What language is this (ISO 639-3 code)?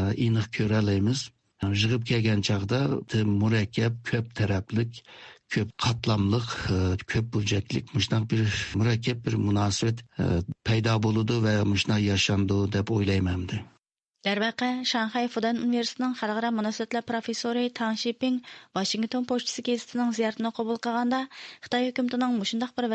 uig